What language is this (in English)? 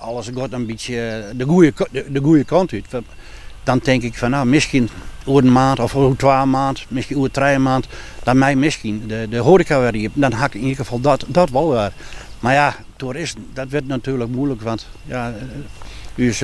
Western Frisian